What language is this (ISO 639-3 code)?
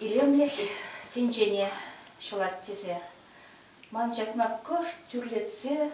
chv